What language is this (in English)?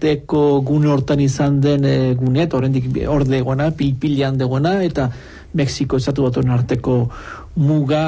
Basque